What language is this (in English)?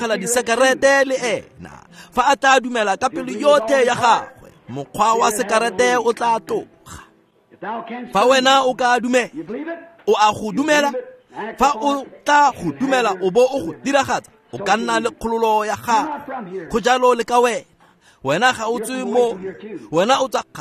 Tswana